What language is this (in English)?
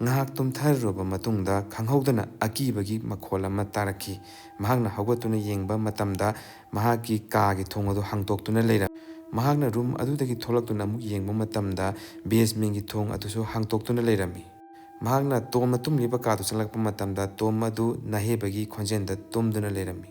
Manipuri